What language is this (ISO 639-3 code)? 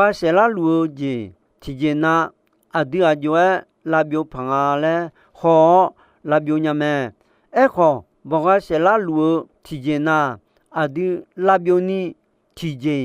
ahk